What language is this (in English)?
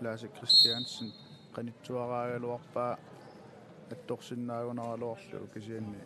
Kalaallisut